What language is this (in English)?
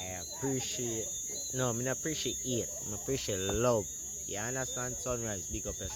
Jamaican Creole English